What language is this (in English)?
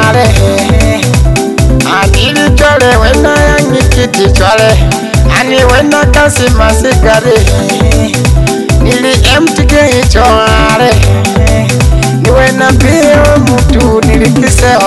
Swahili